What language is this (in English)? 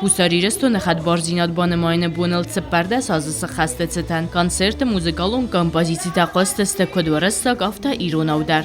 Ossetic